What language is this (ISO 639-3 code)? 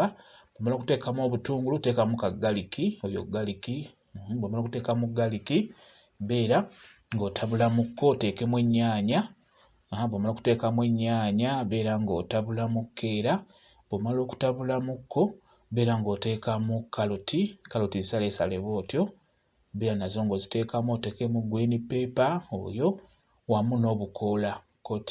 lug